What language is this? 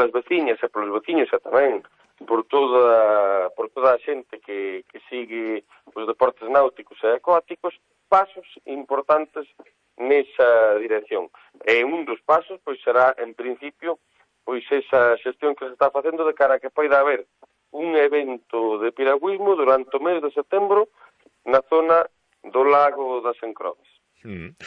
Galician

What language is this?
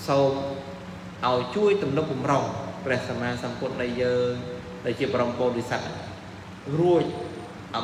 Khmer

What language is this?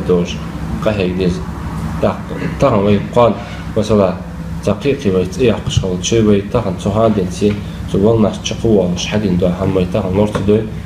Ingush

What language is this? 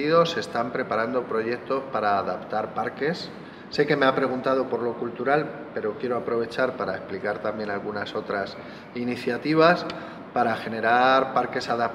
Spanish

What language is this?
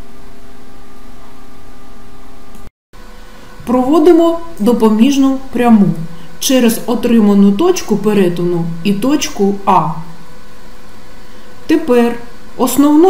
Ukrainian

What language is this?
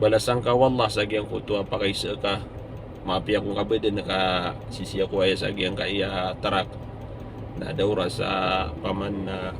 Maranao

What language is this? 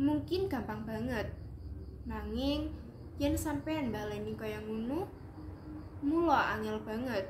Javanese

